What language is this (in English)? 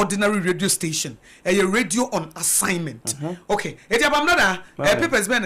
Akan